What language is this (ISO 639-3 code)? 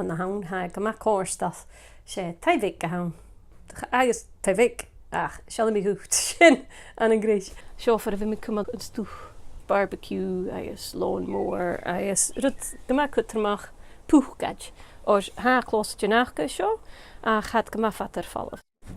gla